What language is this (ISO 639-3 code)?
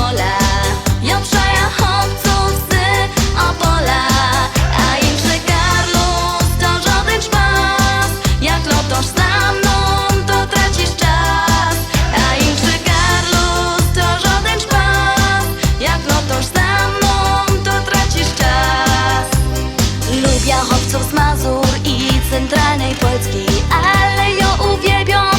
szl